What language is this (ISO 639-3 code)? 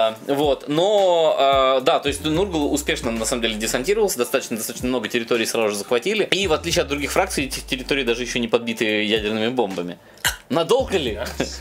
rus